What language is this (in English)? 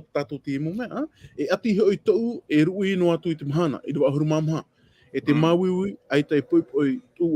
Tahitian